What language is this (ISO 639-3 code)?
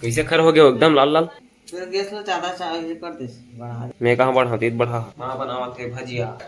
hne